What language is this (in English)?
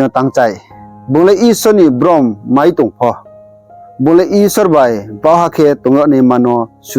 Riang (India)